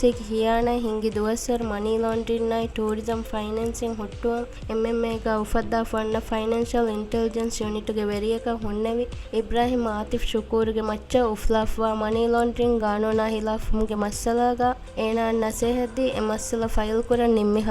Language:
Divehi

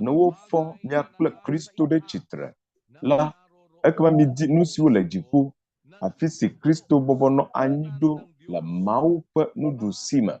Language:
Ewe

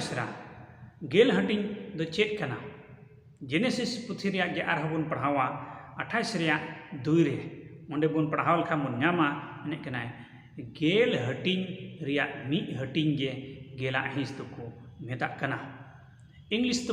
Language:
Santali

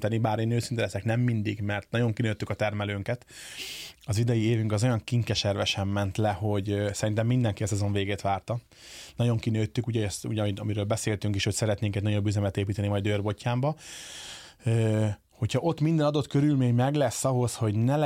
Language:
Hungarian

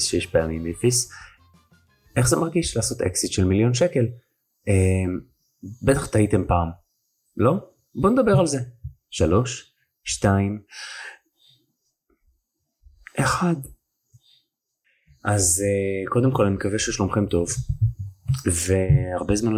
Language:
Hebrew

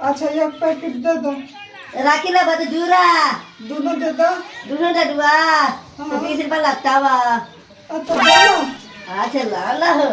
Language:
Magahi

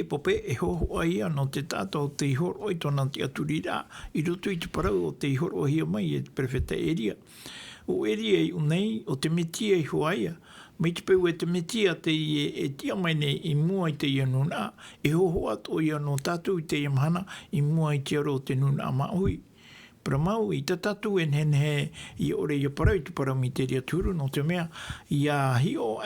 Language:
Tahitian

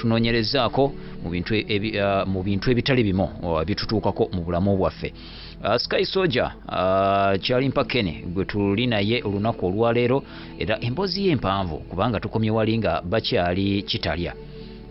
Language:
Ganda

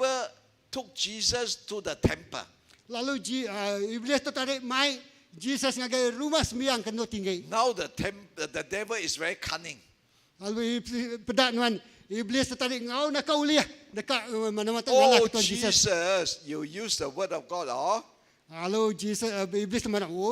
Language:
Iban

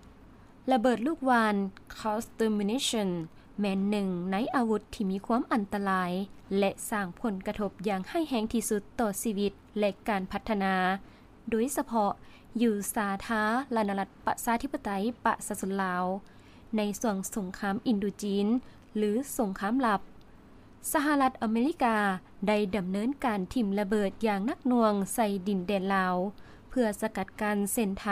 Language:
Lao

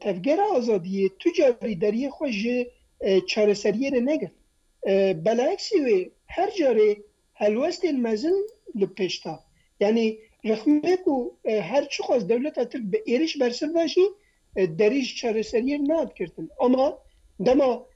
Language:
Kurdish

